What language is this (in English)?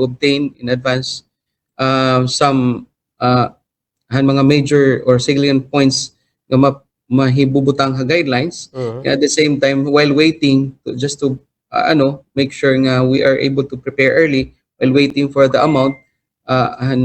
Waray